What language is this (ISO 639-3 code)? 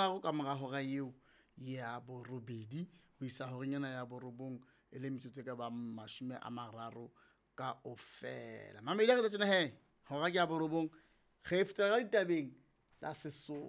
sot